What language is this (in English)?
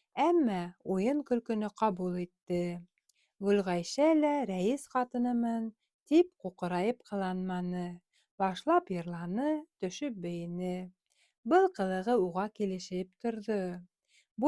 Bashkir